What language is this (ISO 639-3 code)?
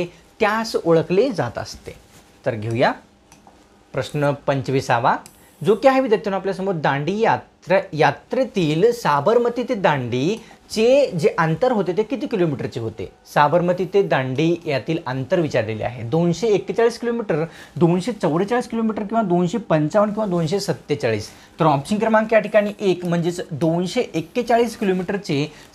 mar